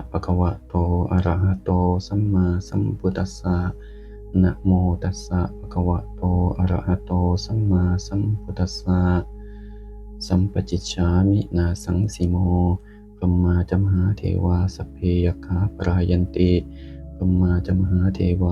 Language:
Pali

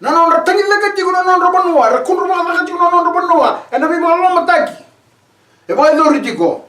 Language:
Fijian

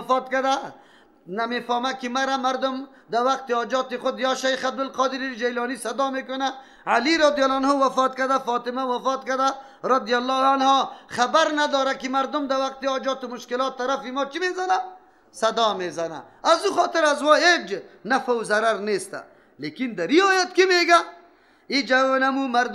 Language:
Persian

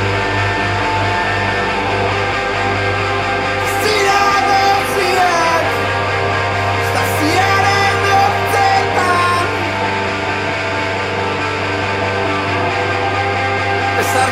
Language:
Basque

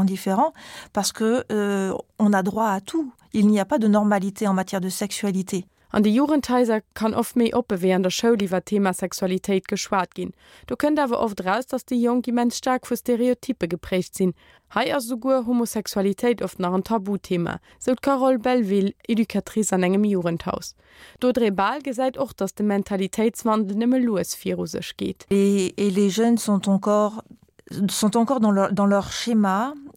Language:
Luxembourgish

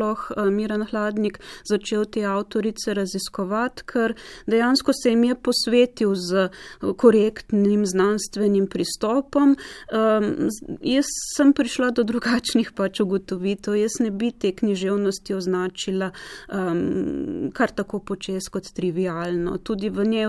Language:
Slovenian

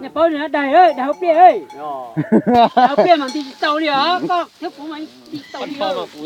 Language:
Hmong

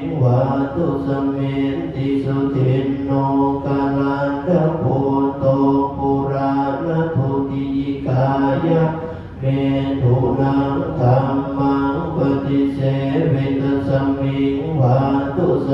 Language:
Pali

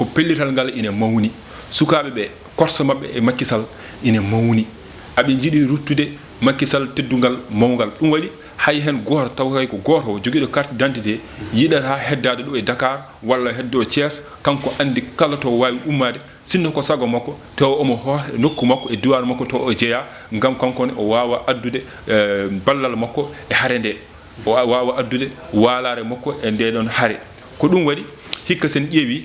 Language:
Fula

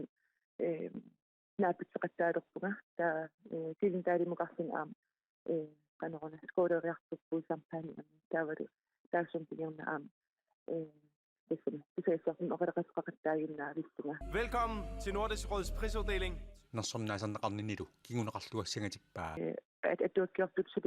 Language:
Kalaallisut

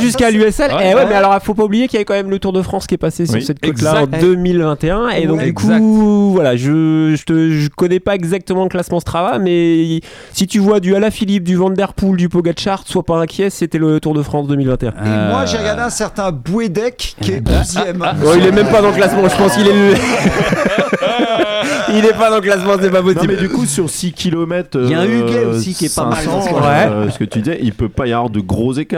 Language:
French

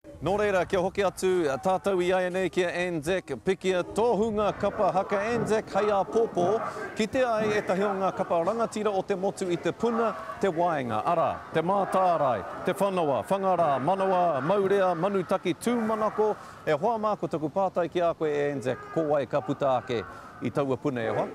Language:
Māori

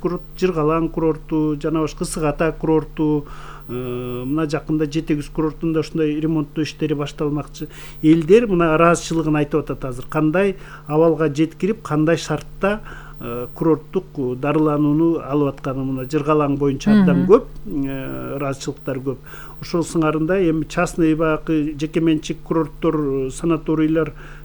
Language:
Kyrgyz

